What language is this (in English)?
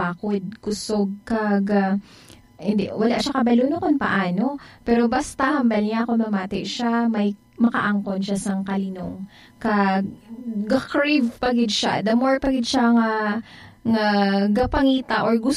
Hiligaynon